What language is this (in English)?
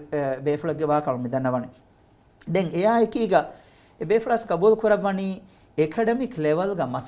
Divehi